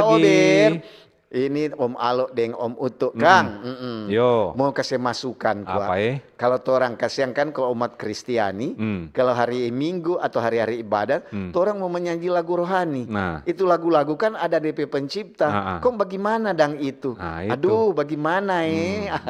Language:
Manado Malay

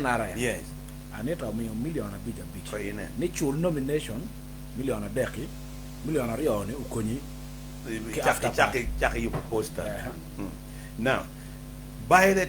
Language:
Acoli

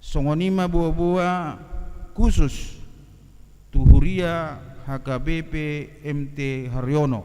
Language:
Batak Toba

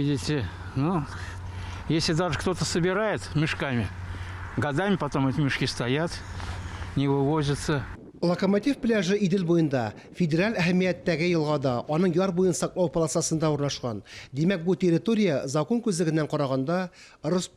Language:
Tatar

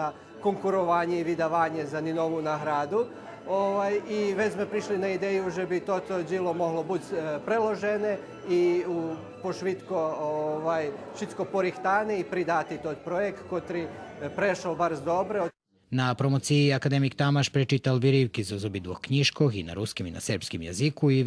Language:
Rusyn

